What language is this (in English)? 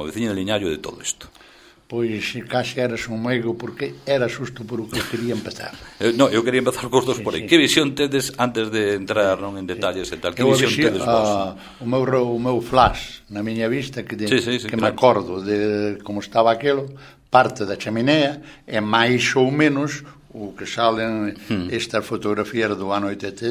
Galician